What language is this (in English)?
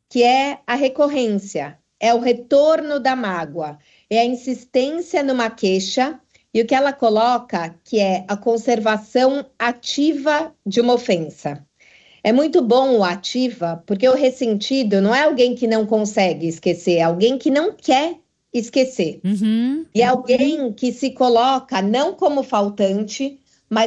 Portuguese